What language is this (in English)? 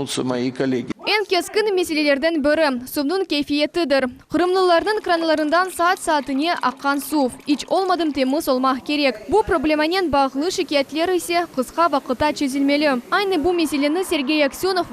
Crimean Tatar